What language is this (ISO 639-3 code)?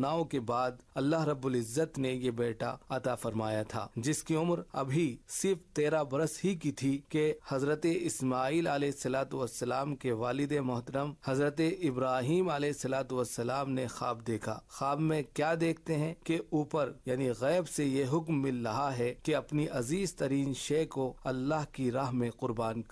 urd